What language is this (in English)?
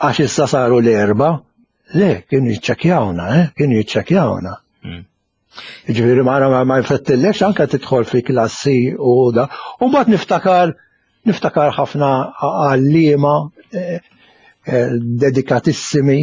Maltese